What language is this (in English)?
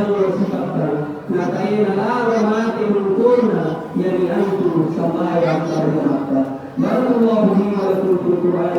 Makasar